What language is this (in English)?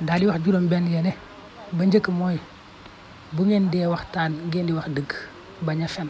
Wolof